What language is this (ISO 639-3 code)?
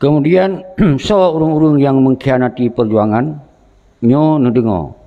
ace